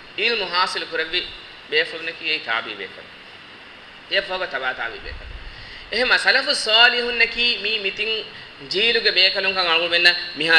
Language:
Divehi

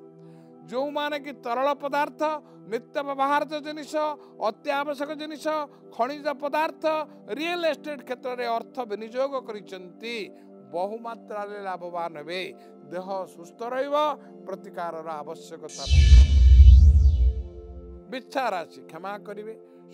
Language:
Odia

